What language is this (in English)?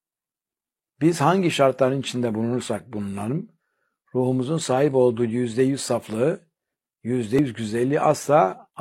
Turkish